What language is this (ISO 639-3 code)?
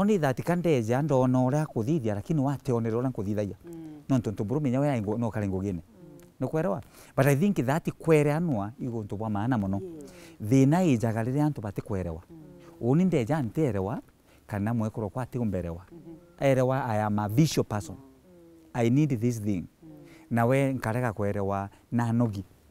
mer